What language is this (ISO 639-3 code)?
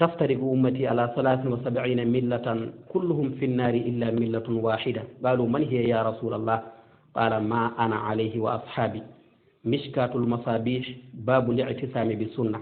ful